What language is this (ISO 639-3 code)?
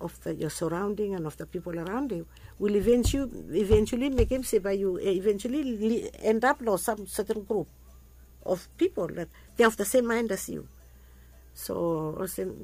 bis